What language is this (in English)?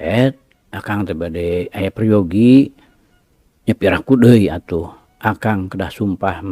Sundanese